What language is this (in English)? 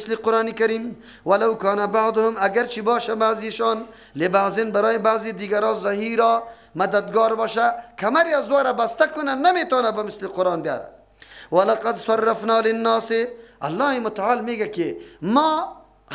Persian